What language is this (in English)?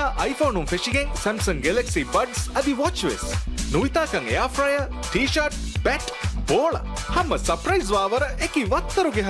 Divehi